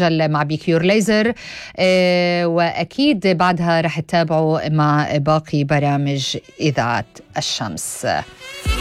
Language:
North Levantine Arabic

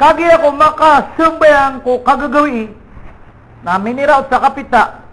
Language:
Maranao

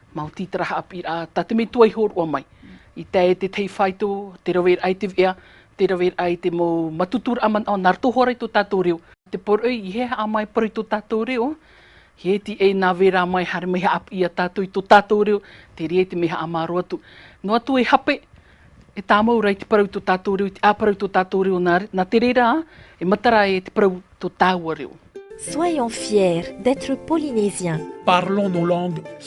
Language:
Tahitian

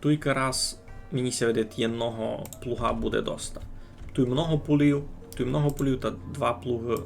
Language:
Rusyn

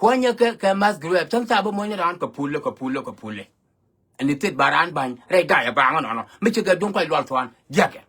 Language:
Nuer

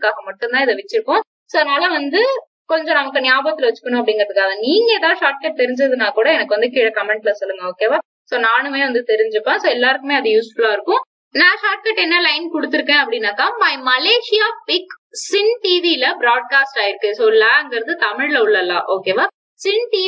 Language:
Tamil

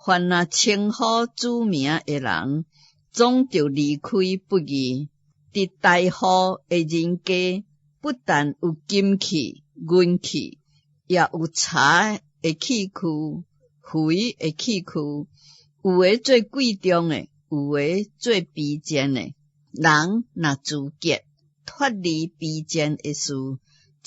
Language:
Min Nan Chinese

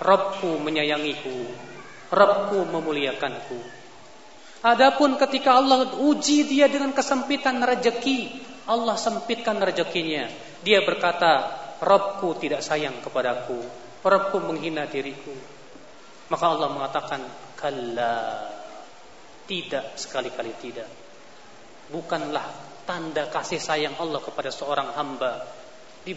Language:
Indonesian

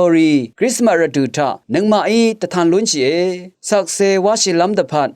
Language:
Rawang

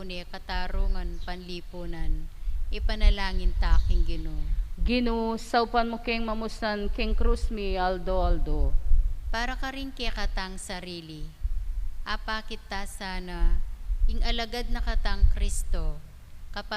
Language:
Pampanga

